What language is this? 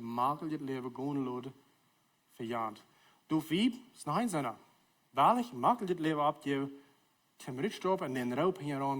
Plautdietsch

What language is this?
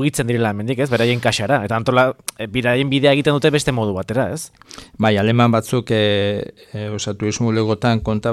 Basque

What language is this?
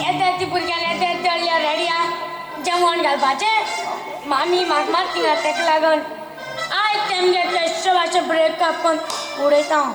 Konkani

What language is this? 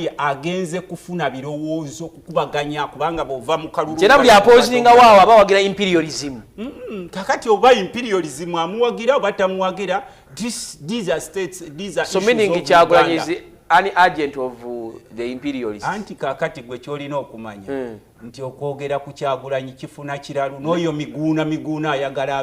Ganda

